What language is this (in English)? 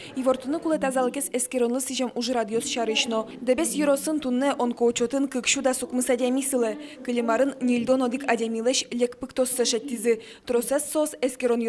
Udmurt